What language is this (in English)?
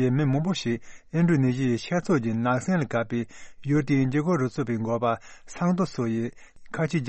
Tibetan